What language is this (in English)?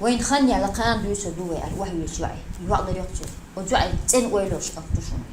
Chechen